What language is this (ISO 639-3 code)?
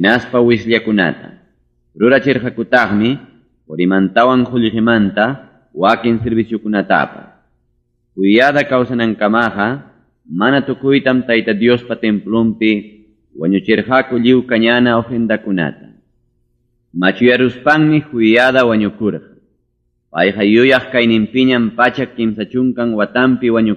quy